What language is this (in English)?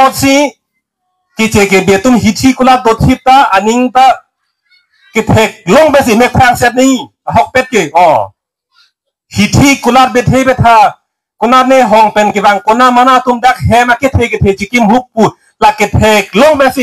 Karbi